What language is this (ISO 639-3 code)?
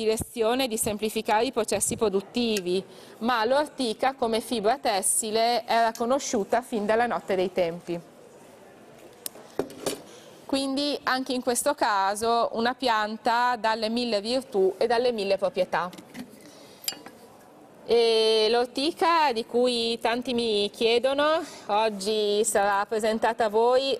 ita